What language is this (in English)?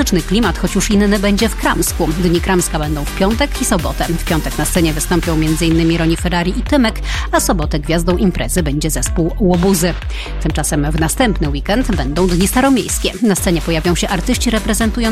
Polish